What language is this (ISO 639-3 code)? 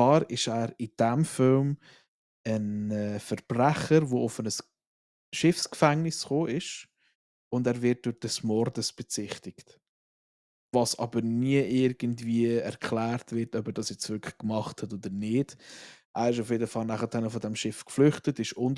gsw